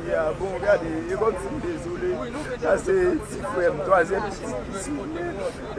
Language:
Haitian Creole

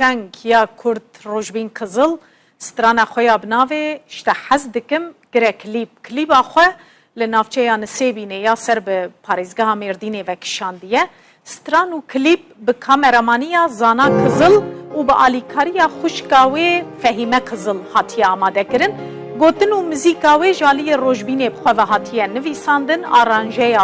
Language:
Kurdish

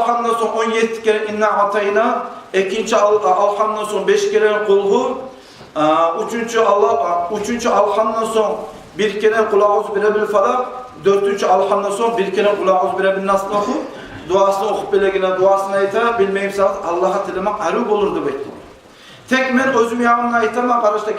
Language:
Kumyk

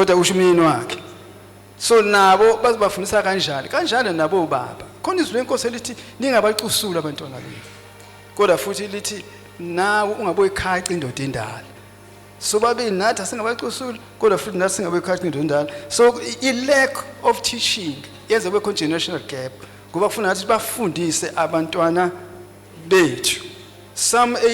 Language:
Zulu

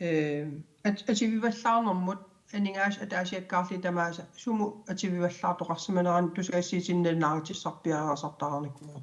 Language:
Kalaallisut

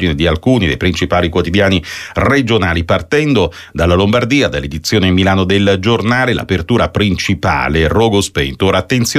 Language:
Italian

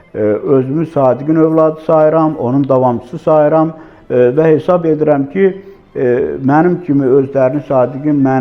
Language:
Azerbaijani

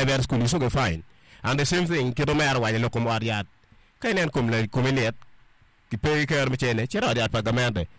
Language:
Acoli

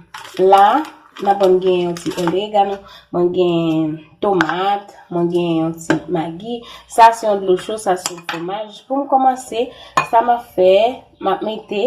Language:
Haitian Creole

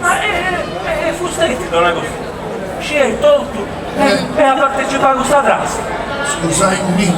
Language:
Sardinian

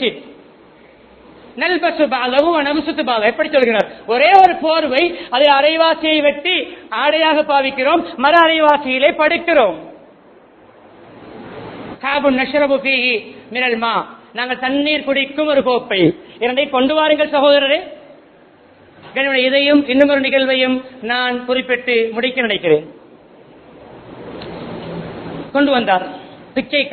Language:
Tamil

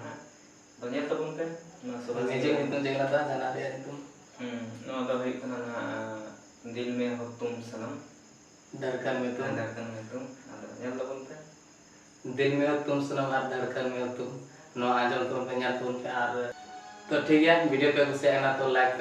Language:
Santali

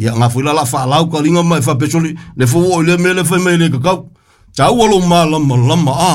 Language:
Samoan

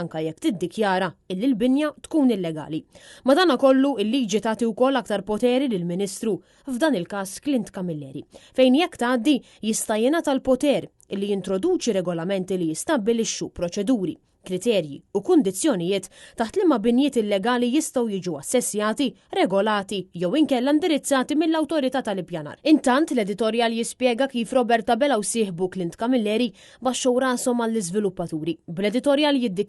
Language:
Maltese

